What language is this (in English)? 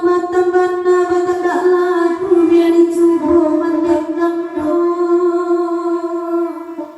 Minangkabau